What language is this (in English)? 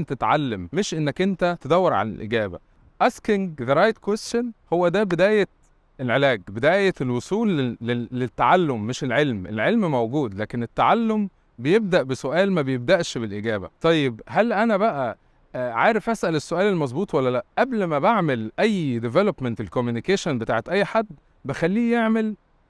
Egyptian Arabic